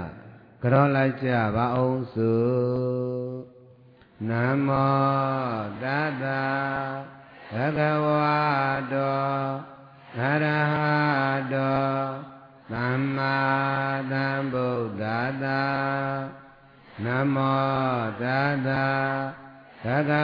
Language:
Burmese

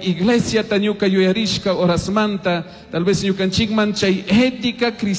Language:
Chimborazo Highland Quichua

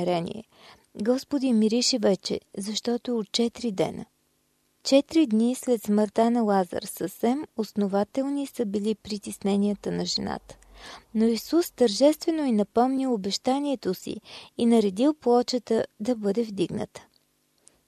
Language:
Bulgarian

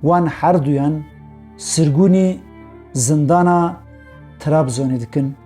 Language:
Kurdish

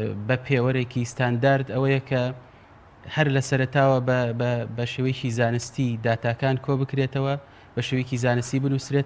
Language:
Central Kurdish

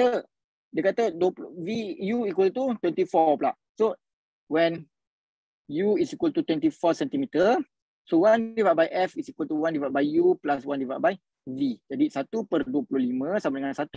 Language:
Malay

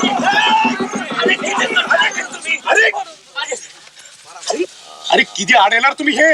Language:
Konkani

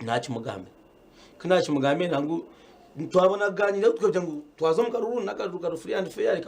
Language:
Nyankole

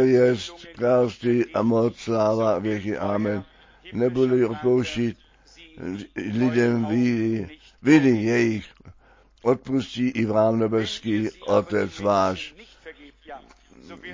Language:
Czech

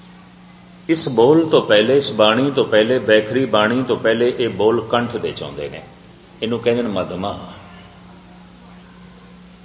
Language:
Punjabi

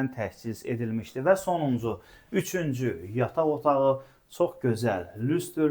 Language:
Azerbaijani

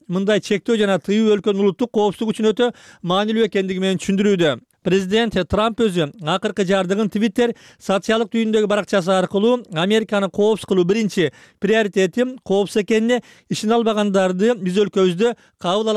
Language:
Kyrgyz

